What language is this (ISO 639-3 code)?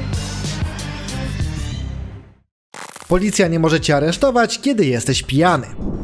pol